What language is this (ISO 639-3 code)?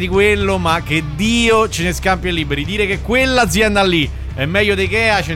ita